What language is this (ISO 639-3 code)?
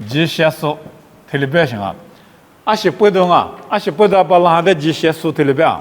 lis